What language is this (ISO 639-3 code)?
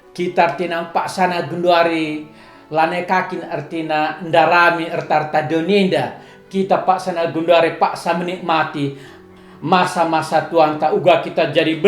btx